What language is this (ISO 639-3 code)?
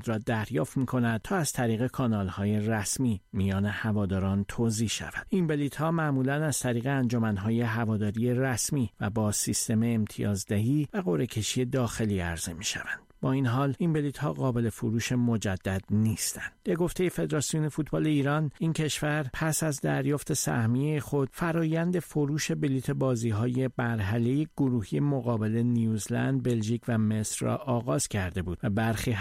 fas